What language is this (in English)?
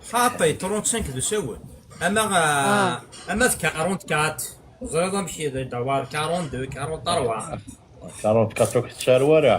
Kabyle